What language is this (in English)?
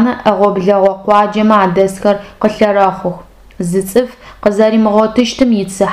Adyghe